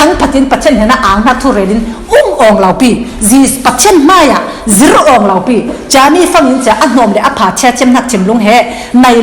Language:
Falam Chin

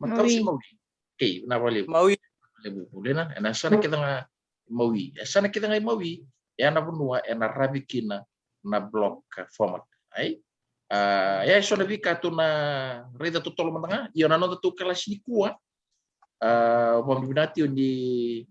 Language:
Fijian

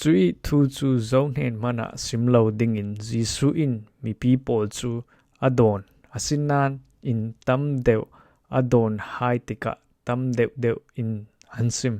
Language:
Falam Chin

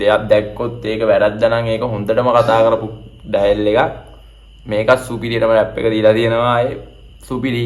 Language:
Sinhala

